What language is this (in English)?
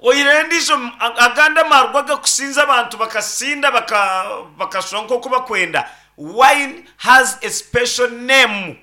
Nyankole